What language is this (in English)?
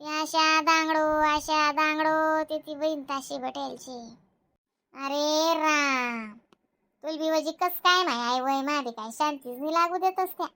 Khandesi